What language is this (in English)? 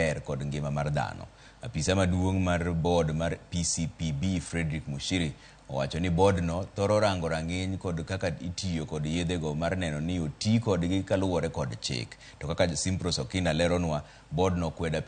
Luo (Kenya and Tanzania)